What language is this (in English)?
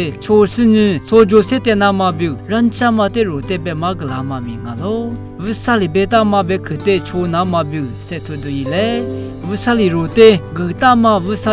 Lisu